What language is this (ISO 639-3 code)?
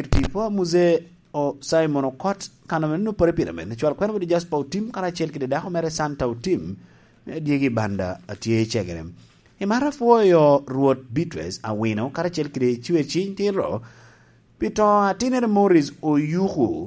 laj